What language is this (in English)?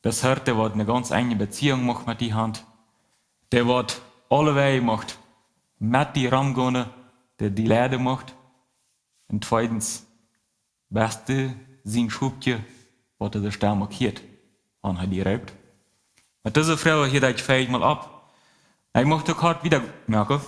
Plautdietsch